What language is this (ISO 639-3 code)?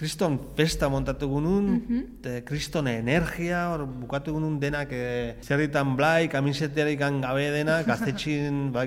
eus